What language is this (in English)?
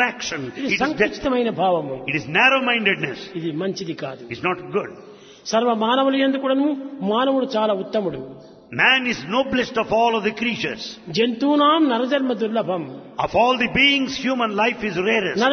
Telugu